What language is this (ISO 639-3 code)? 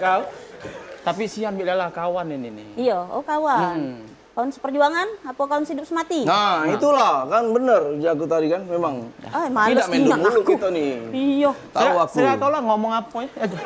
mui